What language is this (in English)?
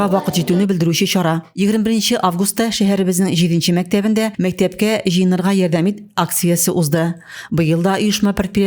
Tatar